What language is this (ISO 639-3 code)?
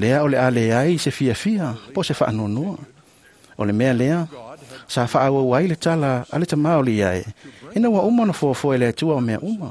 smo